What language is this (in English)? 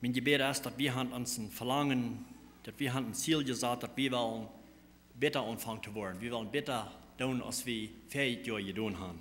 Plautdietsch